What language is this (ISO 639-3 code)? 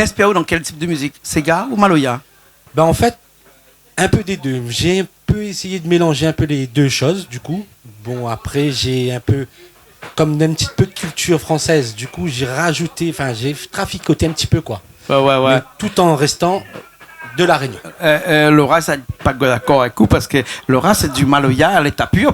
rcf